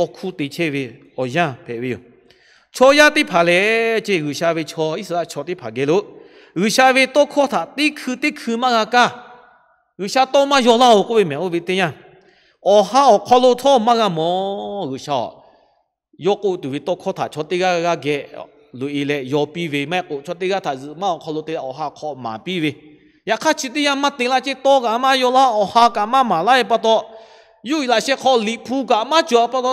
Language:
Lahu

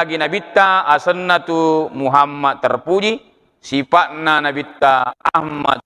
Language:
Buginese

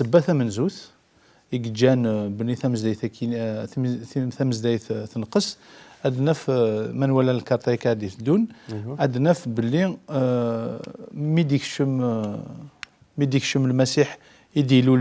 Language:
Kabyle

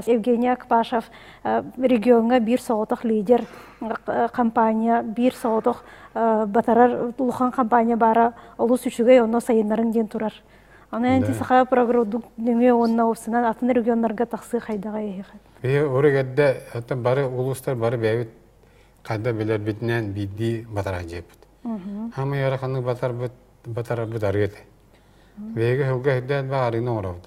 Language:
Yakut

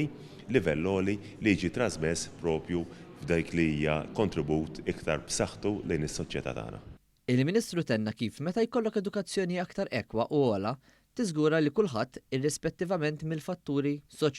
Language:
Maltese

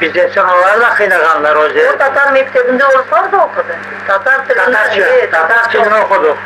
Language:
Crimean Tatar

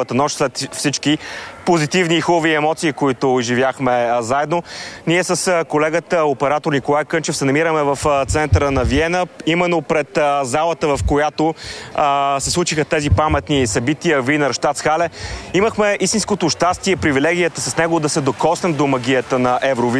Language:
Bulgarian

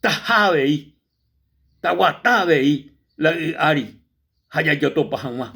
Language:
Guarani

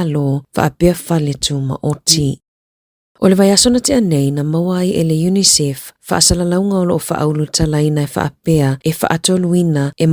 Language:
Samoan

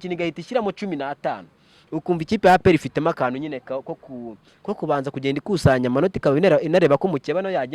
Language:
Kinyarwanda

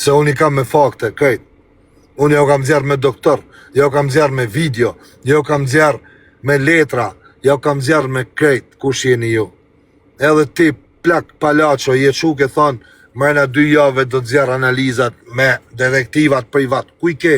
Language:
Albanian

